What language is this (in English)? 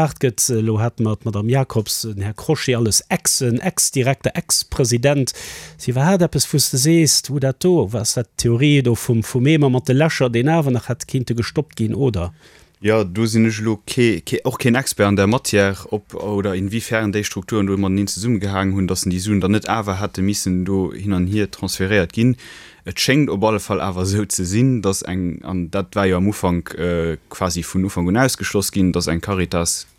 Luxembourgish